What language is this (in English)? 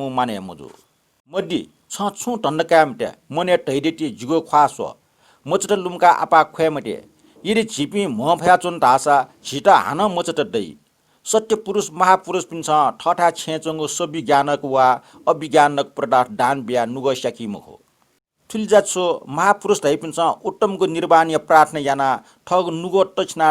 Newari